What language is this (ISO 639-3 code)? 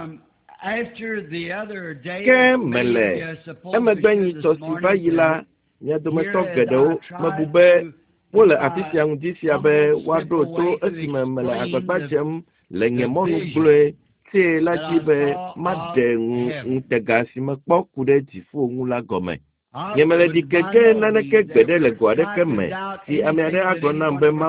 ewe